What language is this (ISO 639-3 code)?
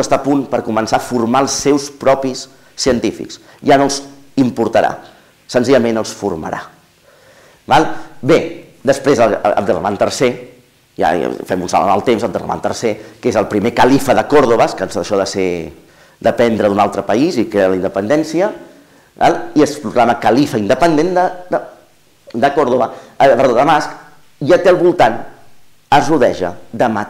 cat